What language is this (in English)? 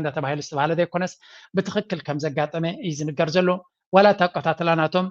Tigrinya